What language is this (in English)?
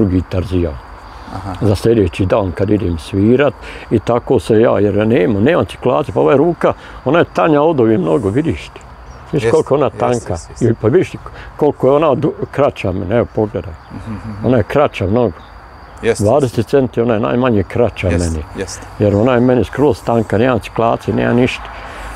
Bosnian